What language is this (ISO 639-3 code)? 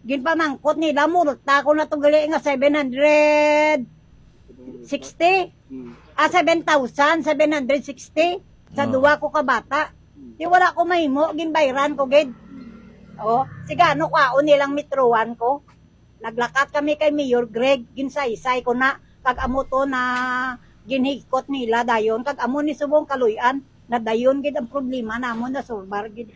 hil